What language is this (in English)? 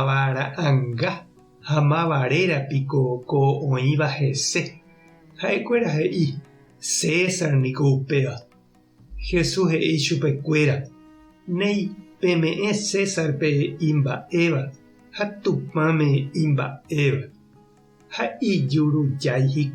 Guarani